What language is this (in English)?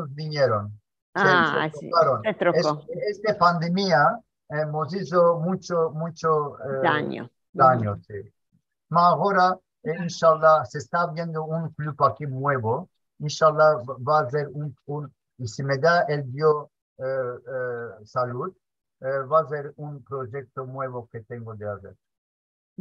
Ladino